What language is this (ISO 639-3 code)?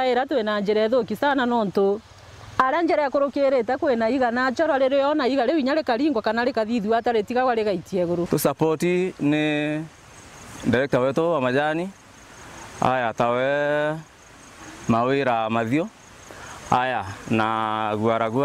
mer